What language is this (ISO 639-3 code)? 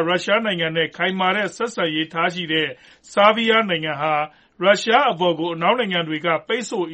mya